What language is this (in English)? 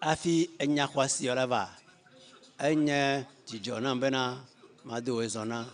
Ewe